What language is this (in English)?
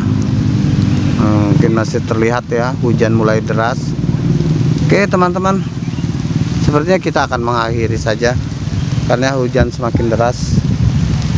Indonesian